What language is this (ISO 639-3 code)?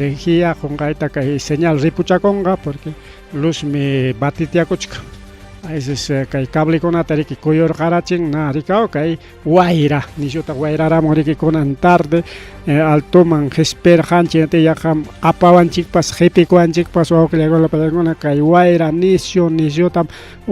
quy